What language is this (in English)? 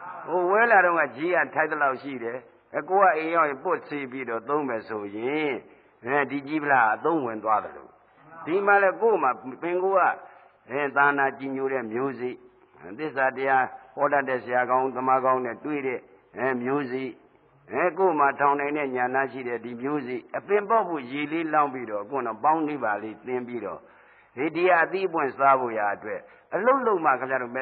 Burmese